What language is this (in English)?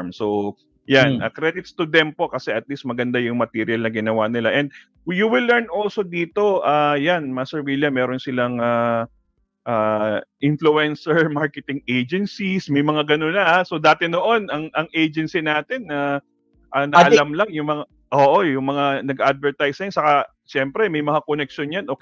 Filipino